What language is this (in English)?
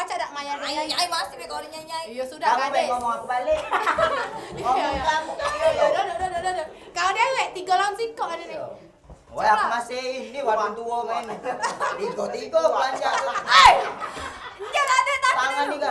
Musi